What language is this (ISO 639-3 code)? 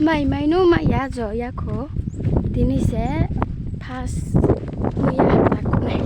ria